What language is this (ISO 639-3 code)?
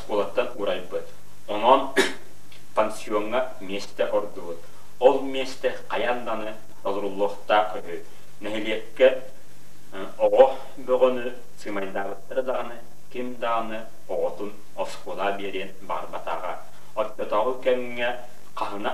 sah